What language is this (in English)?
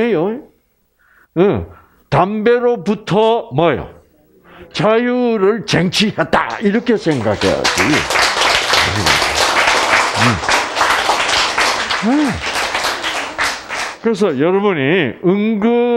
Korean